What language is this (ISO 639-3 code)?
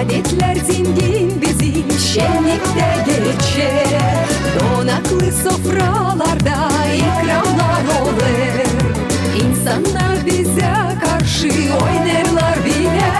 gag